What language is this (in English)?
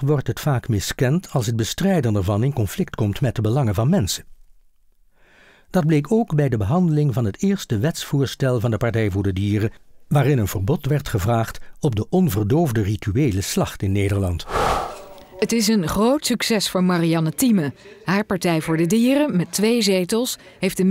Dutch